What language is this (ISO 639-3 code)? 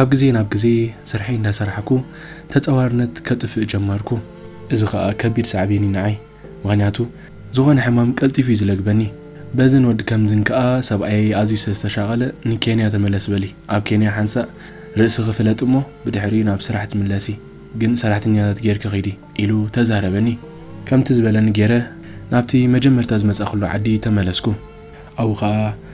tir